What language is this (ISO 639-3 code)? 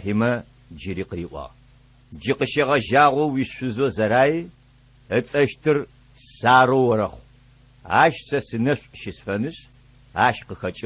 ady